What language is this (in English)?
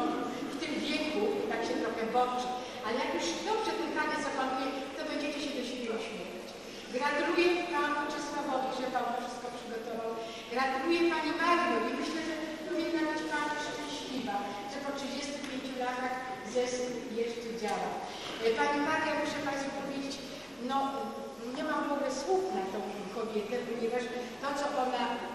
Polish